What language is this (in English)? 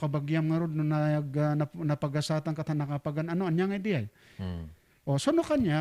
Iloko